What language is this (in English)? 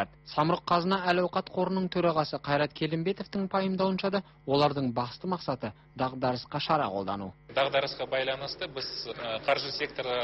Kazakh